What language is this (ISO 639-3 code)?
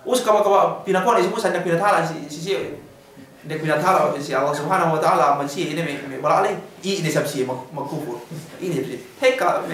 yka